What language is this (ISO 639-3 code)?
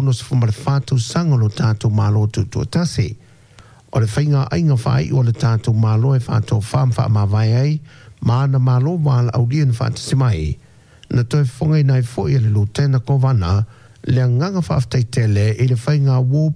smo